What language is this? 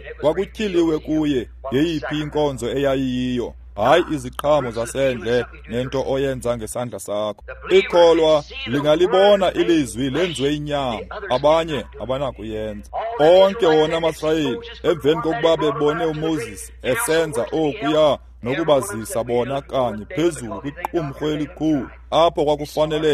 Xhosa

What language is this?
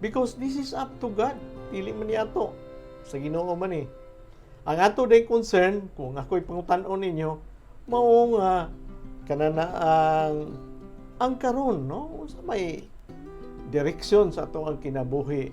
Cebuano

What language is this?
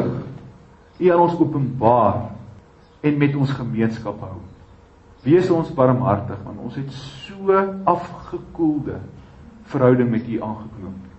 Afrikaans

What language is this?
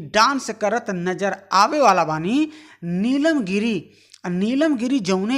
Bhojpuri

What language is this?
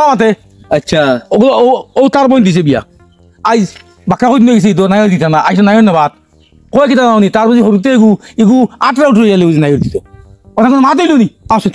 Sylheti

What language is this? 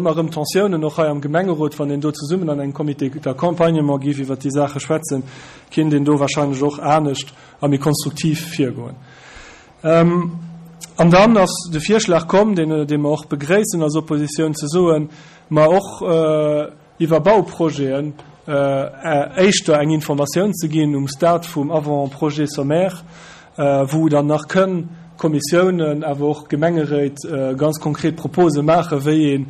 Luxembourgish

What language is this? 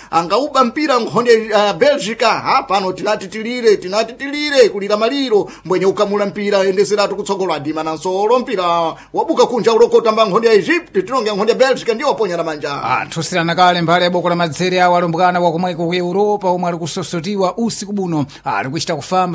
Sena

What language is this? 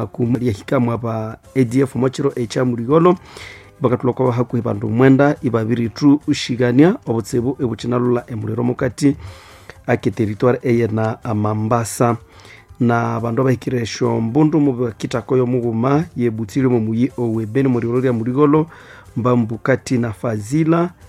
Nande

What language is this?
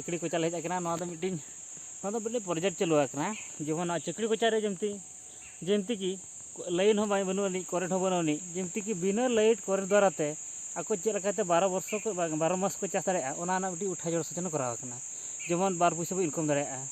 Santali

